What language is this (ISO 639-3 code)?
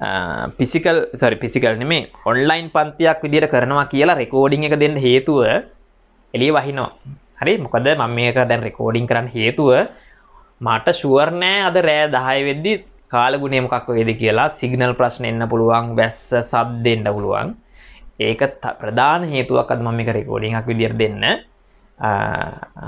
sin